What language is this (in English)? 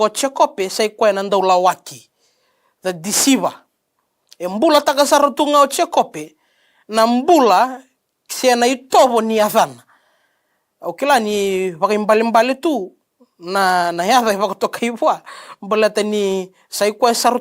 Fijian